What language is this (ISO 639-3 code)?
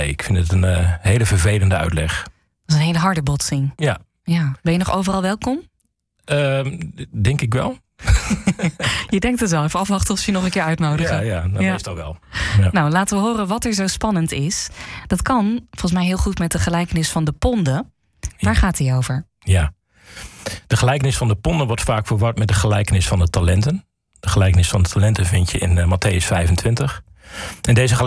nld